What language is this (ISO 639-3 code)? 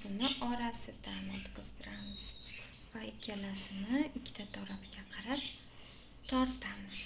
uzb